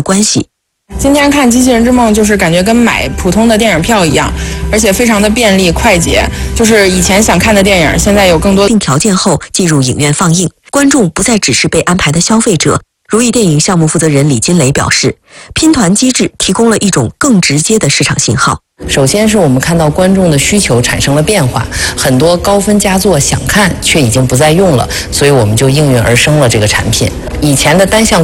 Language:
Chinese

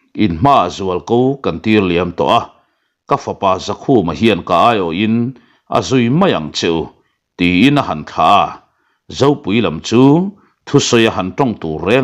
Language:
Mizo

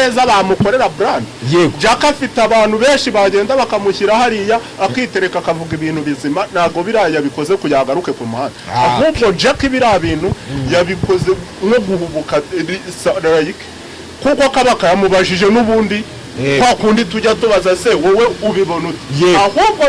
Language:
Kinyarwanda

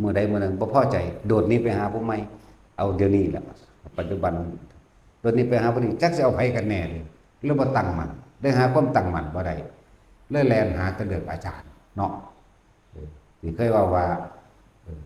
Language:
Northeastern Thai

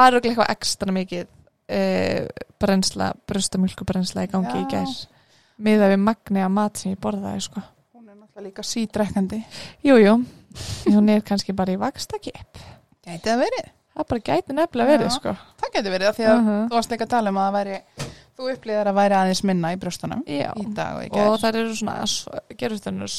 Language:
Icelandic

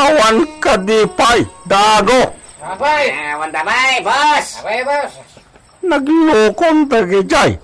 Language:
Iloko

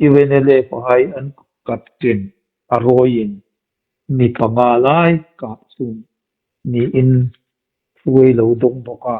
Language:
Hmar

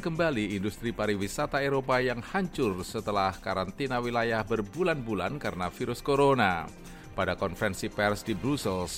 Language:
Indonesian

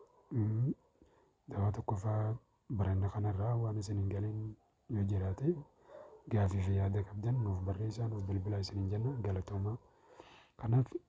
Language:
Oromo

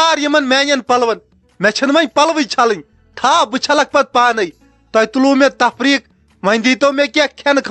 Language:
Kashmiri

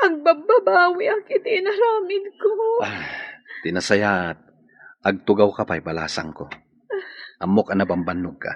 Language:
Iloko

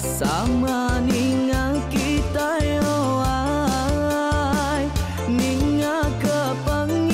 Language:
Iban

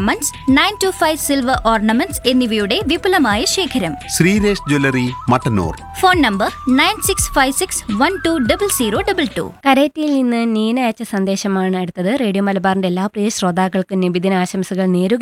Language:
Malayalam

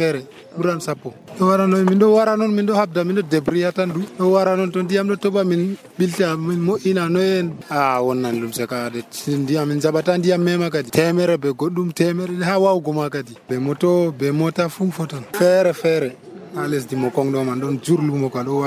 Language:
Nigerian Fulfulde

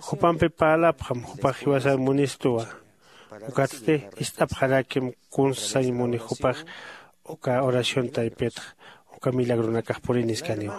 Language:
Aymara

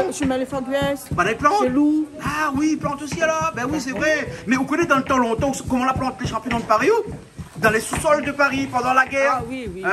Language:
Réunion Creole French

